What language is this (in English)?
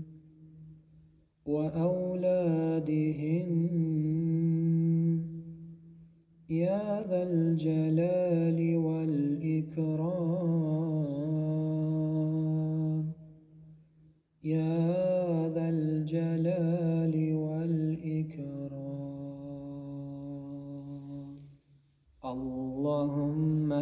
Arabic